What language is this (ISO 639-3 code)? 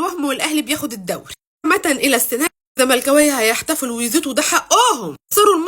arz